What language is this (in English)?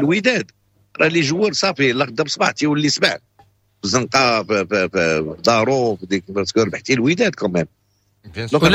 Moroccan Arabic